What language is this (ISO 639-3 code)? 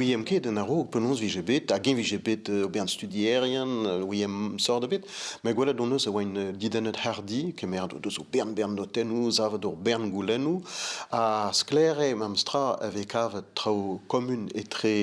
bre